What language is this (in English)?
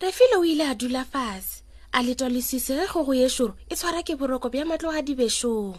Northern Sotho